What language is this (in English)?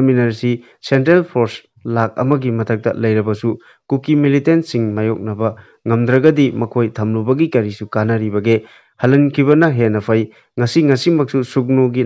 Manipuri